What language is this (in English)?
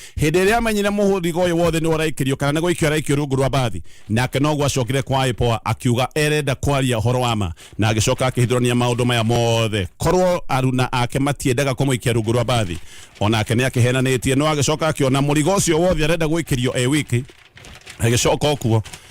Kikuyu